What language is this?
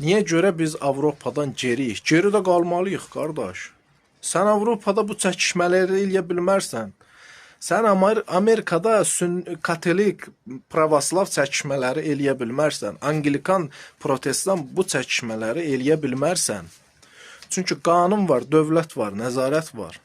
Azerbaijani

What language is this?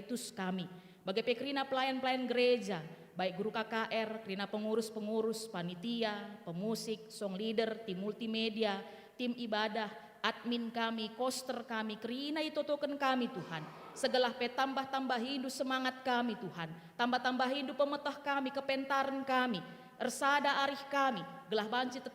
Batak Karo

